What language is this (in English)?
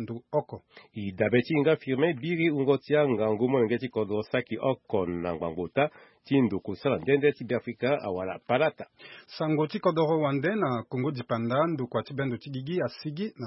Sango